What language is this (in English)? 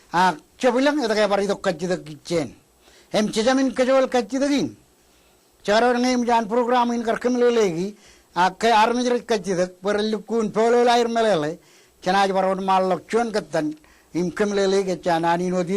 Marshallese